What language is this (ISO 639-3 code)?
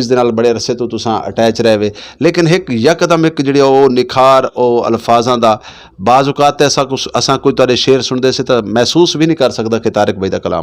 skr